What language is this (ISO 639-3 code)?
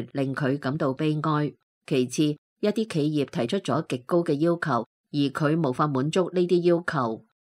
yue